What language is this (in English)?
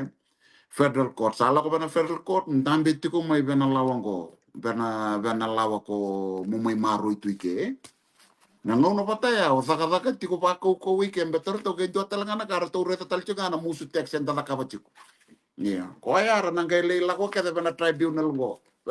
Fijian